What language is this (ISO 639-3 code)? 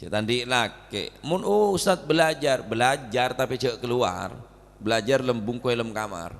mad